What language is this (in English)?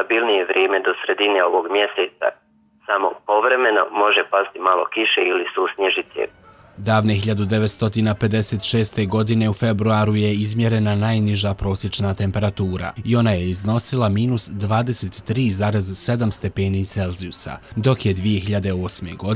Bosnian